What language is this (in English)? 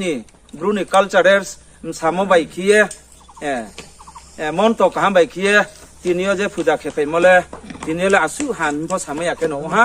Riang (India)